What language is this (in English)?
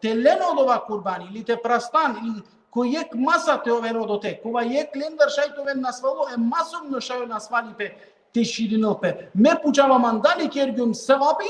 Balkan Romani